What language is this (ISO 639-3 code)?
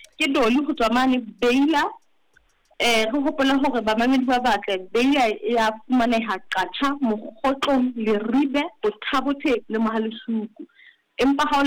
sot